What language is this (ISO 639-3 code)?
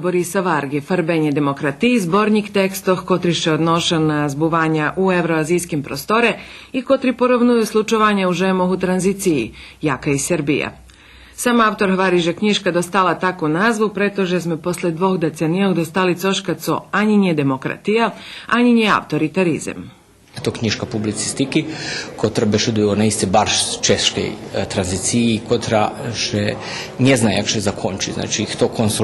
rue